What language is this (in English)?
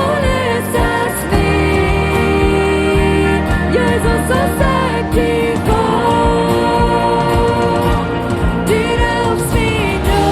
Plautdietsch